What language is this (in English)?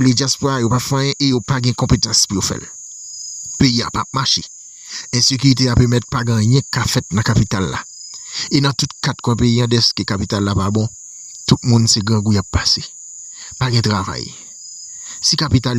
Haitian Creole